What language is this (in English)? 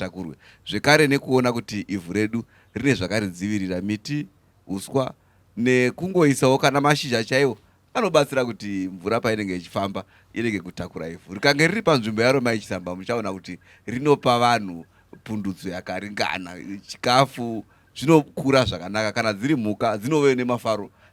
Shona